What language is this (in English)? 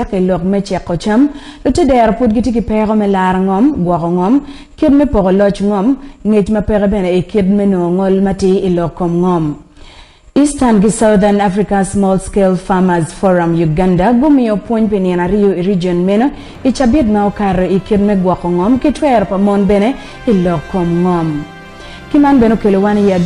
Acoli